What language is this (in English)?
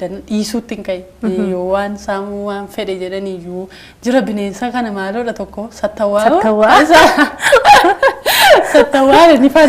Oromo